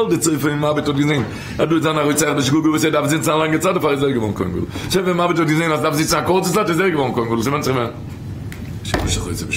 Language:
Yiddish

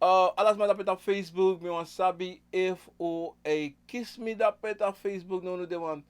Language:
Sranan Tongo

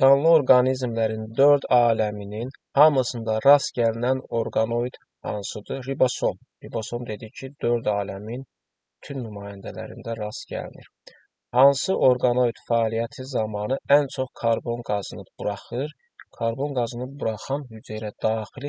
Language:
Azerbaijani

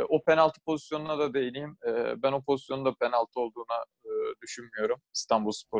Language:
Turkish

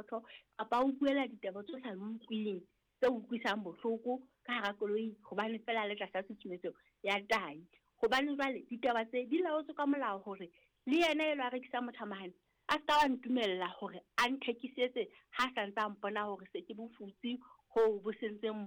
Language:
Southern Sotho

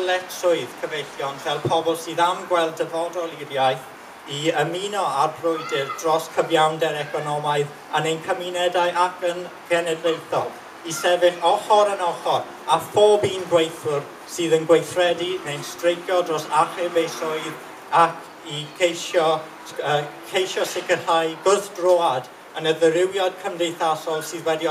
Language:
Welsh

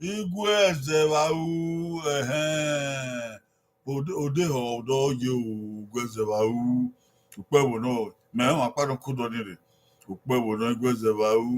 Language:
Bini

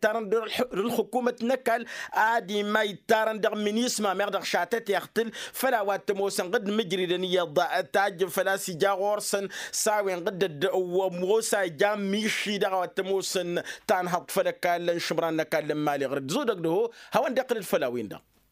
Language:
Tamasheq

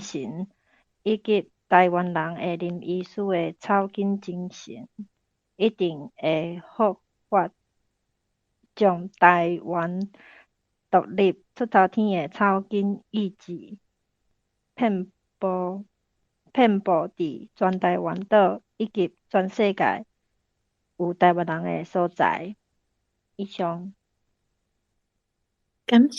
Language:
Min Nan Chinese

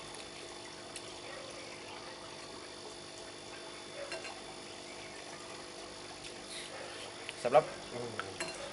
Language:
Thai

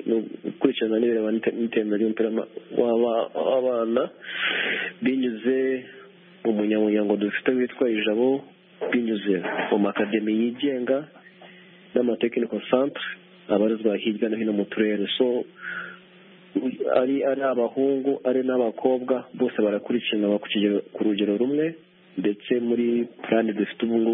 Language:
Kinyarwanda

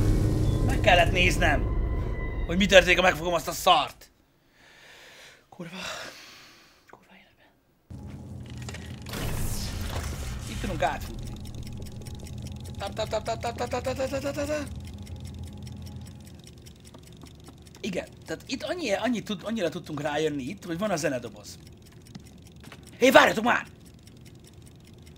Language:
Hungarian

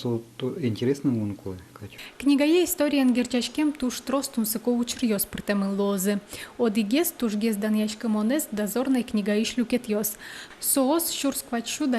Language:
Udmurt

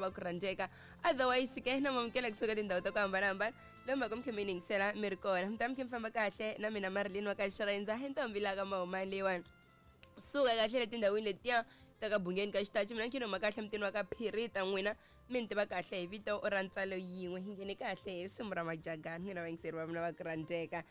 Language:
Tsonga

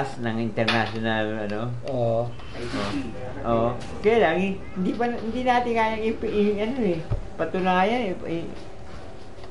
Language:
Filipino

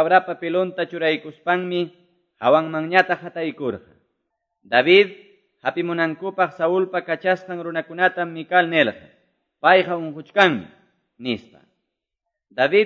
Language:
Quechua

